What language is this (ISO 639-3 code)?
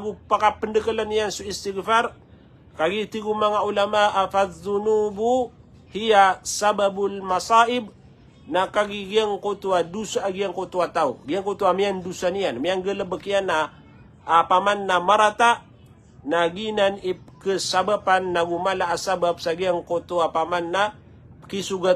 mrw